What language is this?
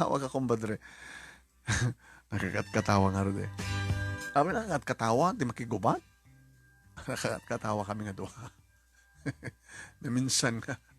Iloko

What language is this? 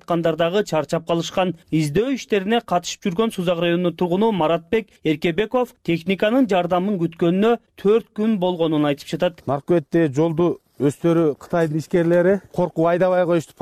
Kyrgyz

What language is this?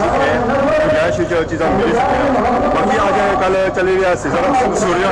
Pahari-Potwari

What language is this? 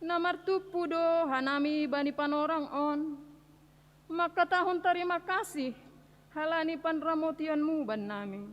Batak Simalungun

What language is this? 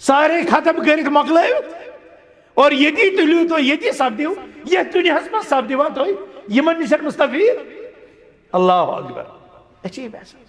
Kashmiri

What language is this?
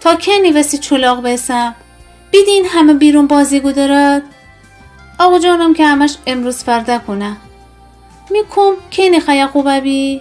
Gilaki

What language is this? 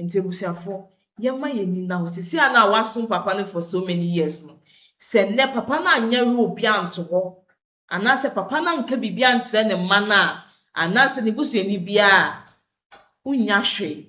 Akan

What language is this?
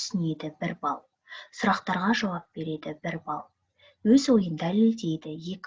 Kazakh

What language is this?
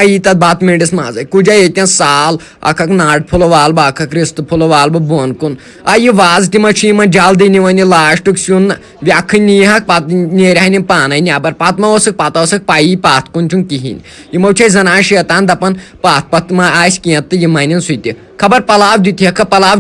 Kashmiri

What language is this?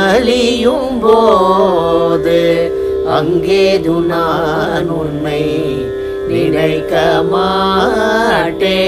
Tamil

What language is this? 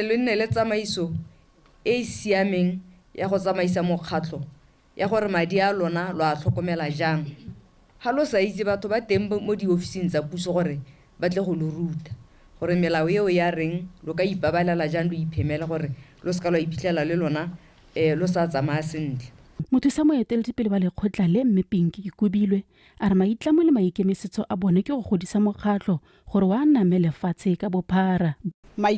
Tswana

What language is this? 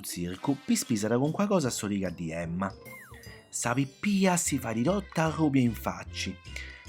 Sardinian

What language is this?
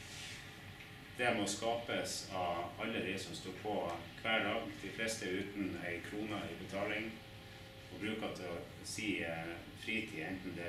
Norwegian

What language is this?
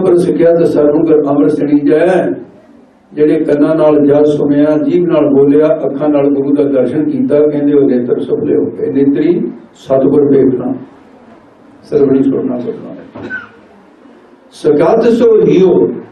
Punjabi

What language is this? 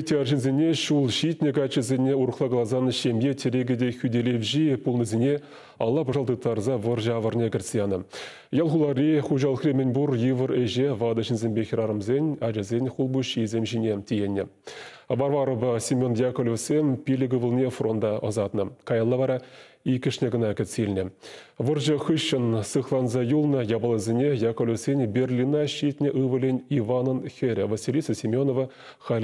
Chuvash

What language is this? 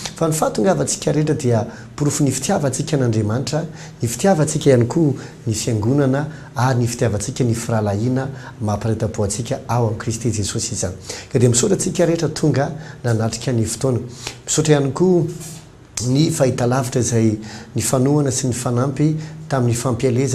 Malagasy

